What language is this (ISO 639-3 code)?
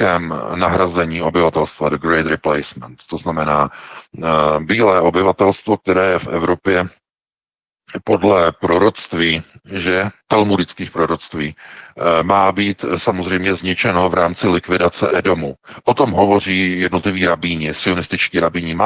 ces